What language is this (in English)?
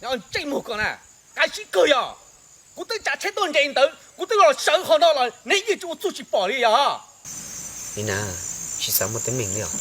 Hmong